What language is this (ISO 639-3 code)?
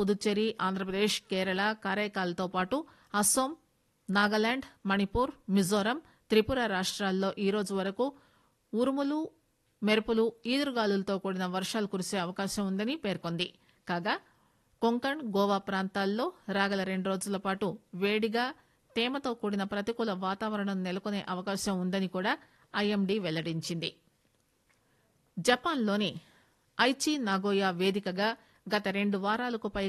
tel